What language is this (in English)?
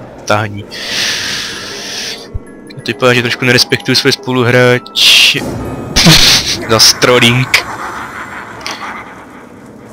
Czech